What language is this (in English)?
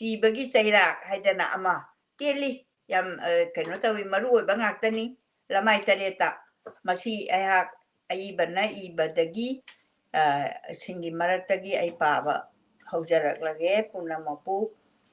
Manipuri